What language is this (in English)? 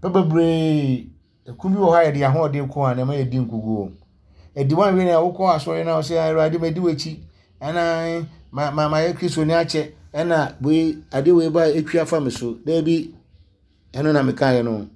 Akan